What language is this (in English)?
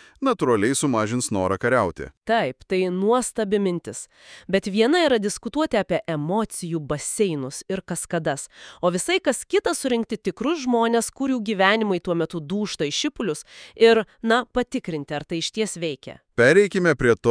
Lithuanian